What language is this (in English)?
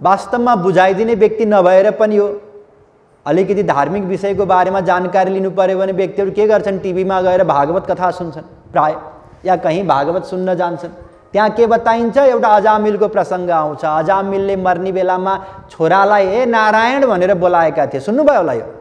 Nepali